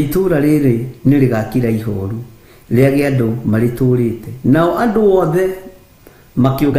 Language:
Kikuyu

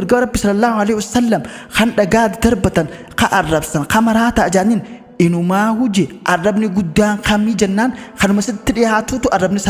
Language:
Oromo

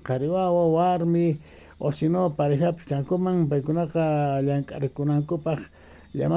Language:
South Bolivian Quechua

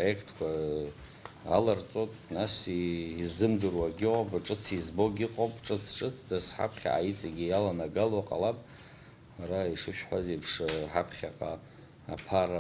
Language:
Abkhazian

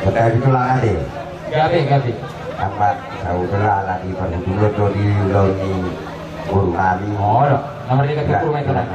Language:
Batak Toba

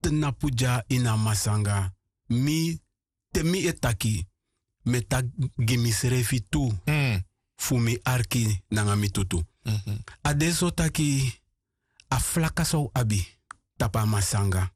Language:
Sranan Tongo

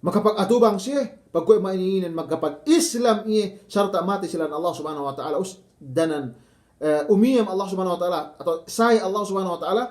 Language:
Yakan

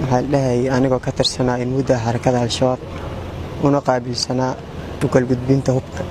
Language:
Somali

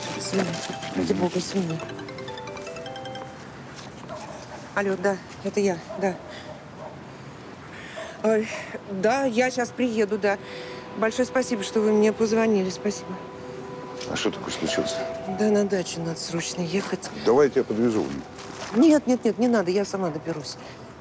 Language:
Russian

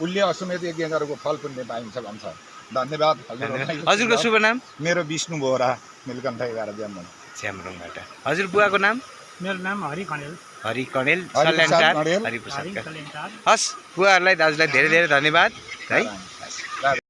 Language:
Nepali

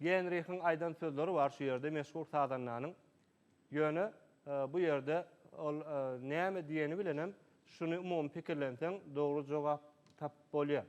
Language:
Turkmen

